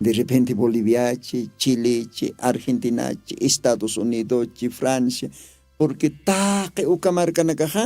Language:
Aymara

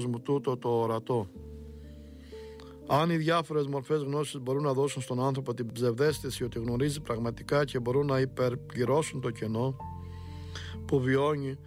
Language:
Greek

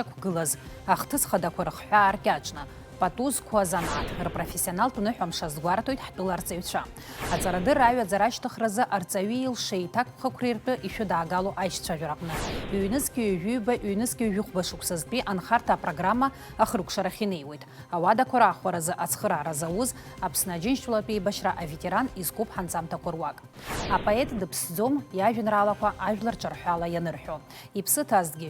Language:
Abkhazian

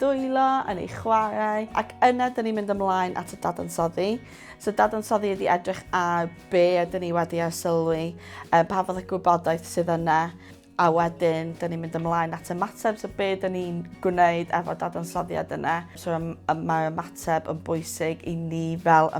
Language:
Welsh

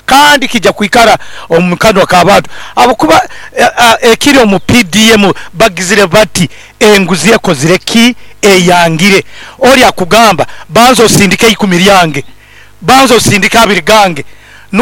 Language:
Nyoro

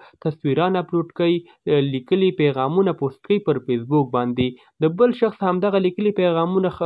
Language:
Pashto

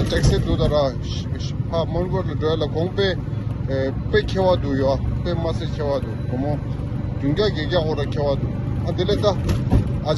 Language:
Tibetan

